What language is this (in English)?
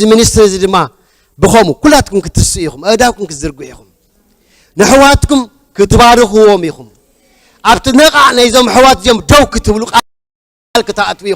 Tigrinya